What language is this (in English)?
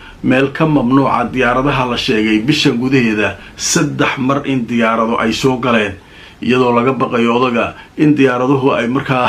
Somali